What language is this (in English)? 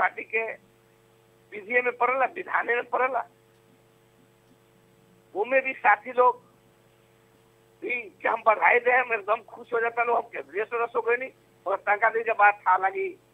Bhojpuri